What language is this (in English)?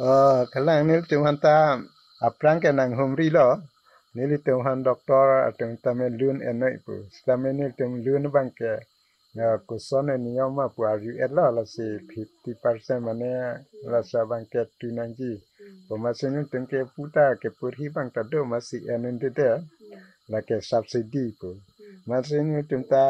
Karbi